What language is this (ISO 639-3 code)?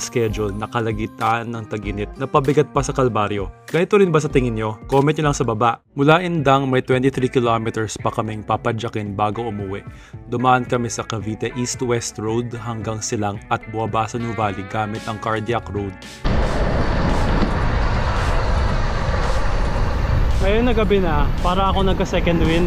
fil